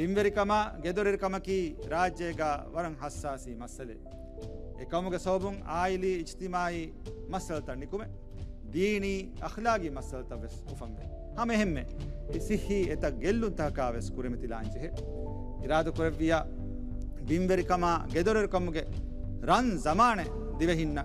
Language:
Divehi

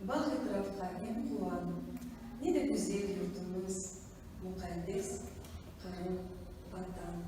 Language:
Crimean Tatar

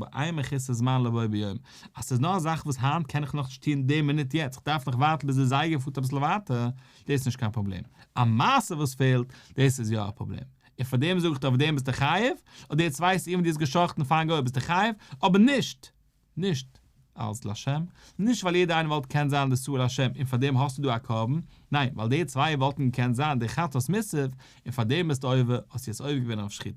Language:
Yiddish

